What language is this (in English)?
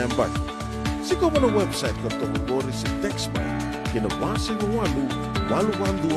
Fijian